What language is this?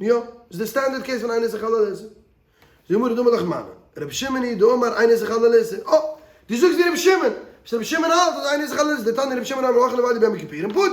Yiddish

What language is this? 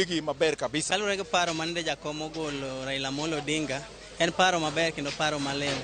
Luo (Kenya and Tanzania)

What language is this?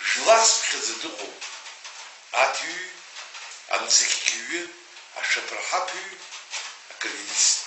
Abkhazian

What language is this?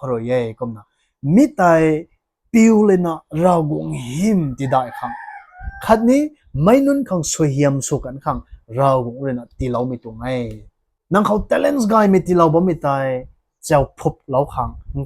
Rongmei Naga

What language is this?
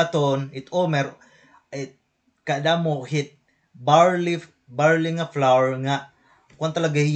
Waray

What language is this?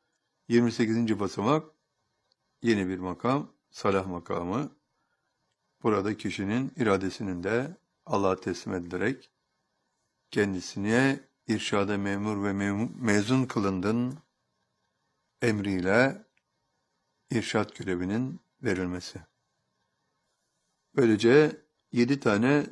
Turkish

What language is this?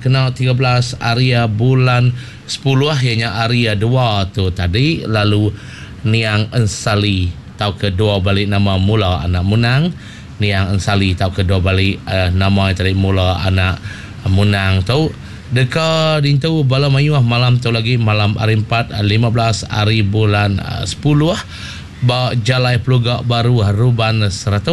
Iban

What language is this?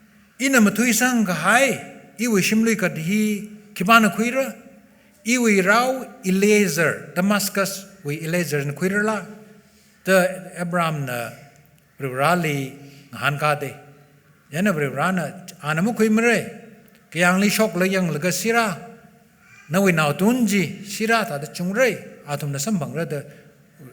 Tangkhul Naga (India)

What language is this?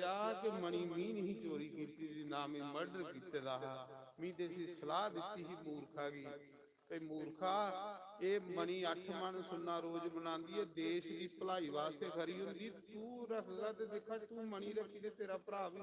Dogri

